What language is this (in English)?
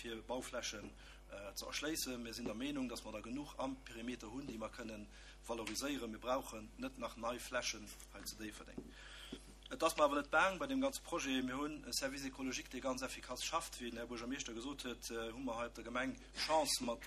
Luxembourgish